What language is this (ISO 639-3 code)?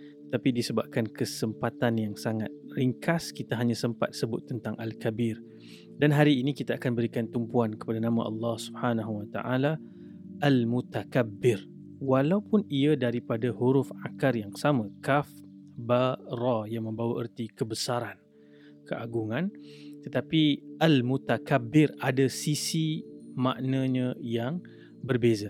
msa